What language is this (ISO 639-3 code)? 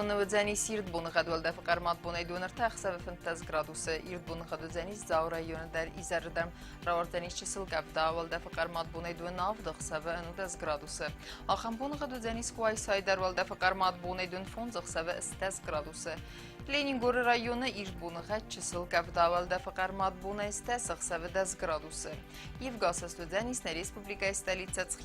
oss